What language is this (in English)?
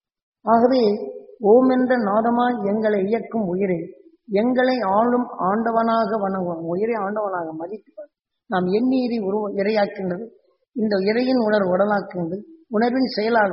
Tamil